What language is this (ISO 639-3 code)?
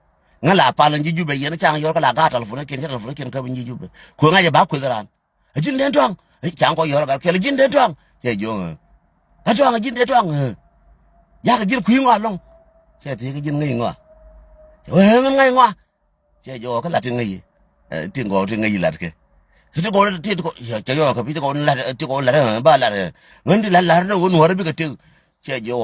nus